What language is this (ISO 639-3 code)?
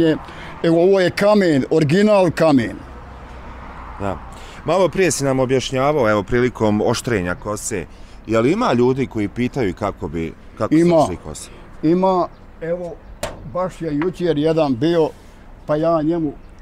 bos